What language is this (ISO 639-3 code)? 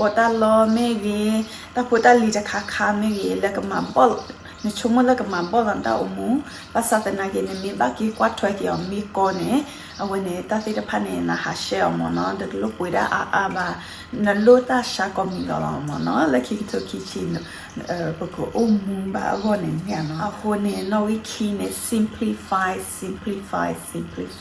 ksw